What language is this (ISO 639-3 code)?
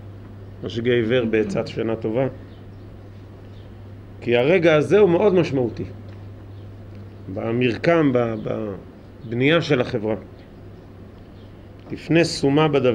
heb